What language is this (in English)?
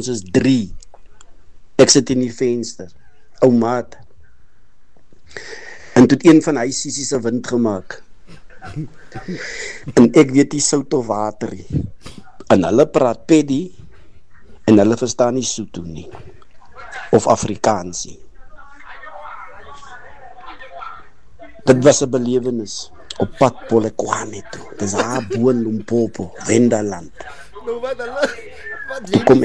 Afrikaans